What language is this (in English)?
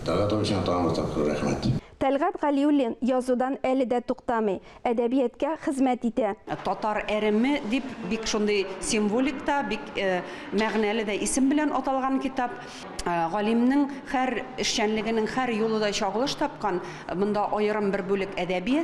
Tatar